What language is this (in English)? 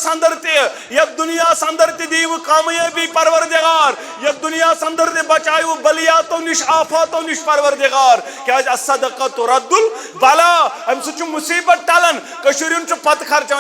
Kashmiri